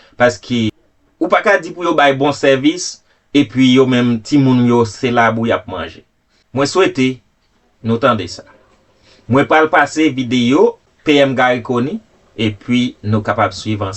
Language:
Haitian Creole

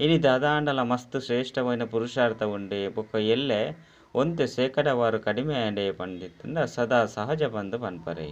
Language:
Tulu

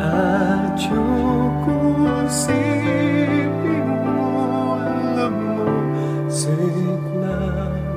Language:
Pampanga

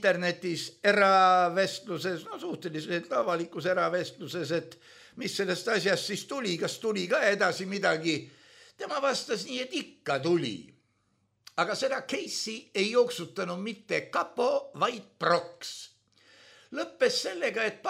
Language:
Estonian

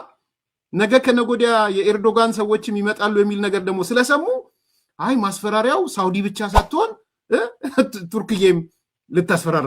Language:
Amharic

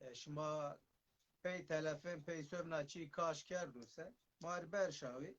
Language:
Zaza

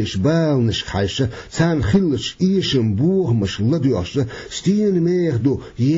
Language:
Chechen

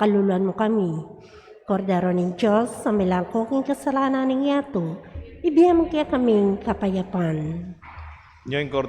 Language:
Pampanga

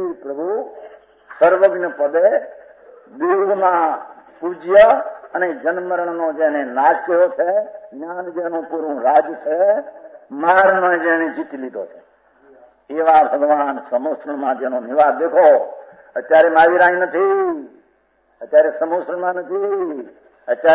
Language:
Gujarati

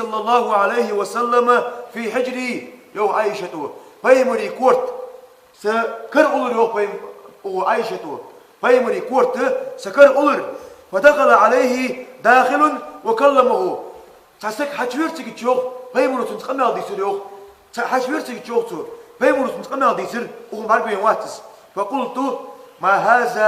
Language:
Ingush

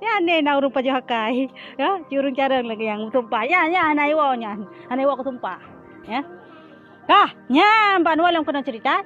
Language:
Achinese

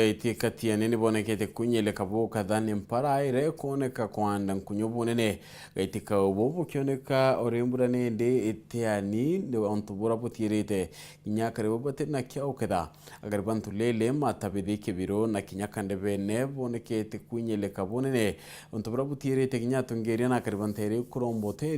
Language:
Meru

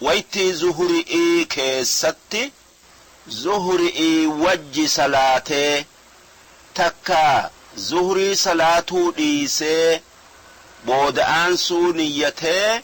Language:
Oromo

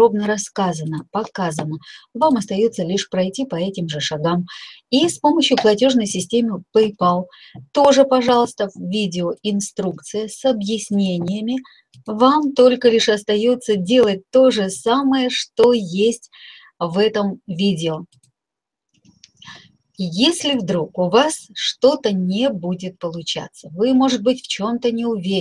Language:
Russian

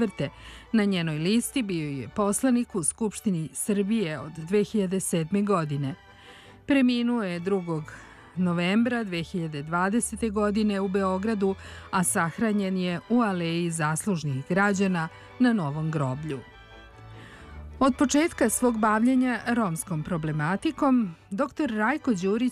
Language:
Serbian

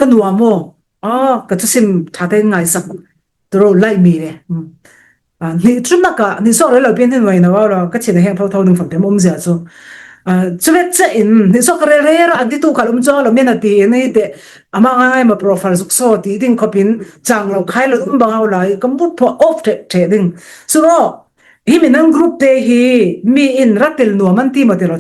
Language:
Falam Chin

